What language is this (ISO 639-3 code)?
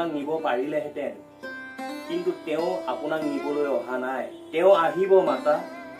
asm